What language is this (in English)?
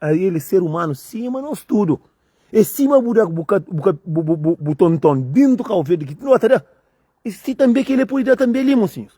Kabuverdianu